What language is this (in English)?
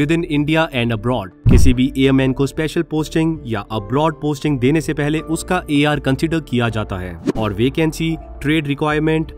Hindi